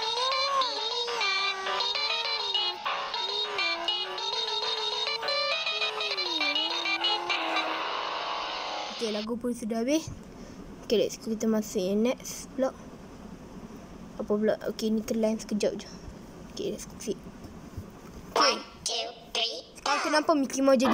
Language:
Malay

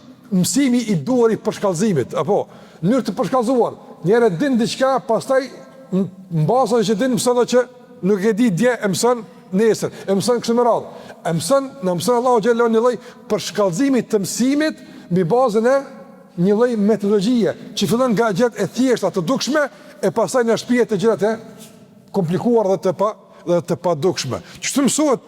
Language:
Albanian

